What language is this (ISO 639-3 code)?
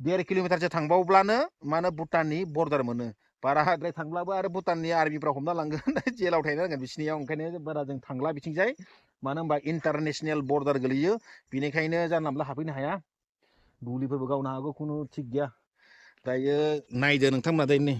brx